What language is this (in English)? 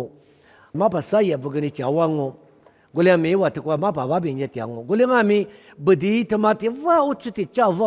Lisu